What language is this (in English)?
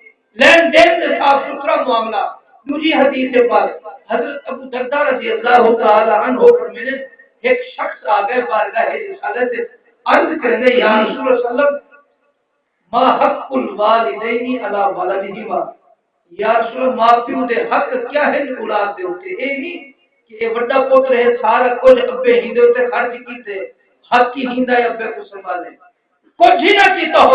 Saraiki